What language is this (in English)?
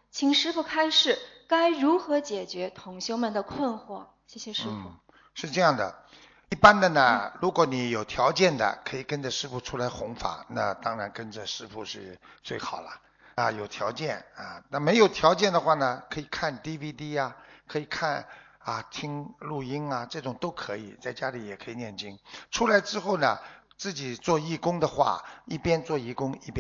Chinese